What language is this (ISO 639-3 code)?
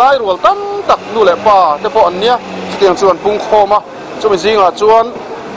lus